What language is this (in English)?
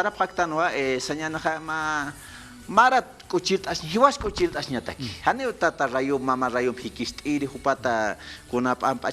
Aymara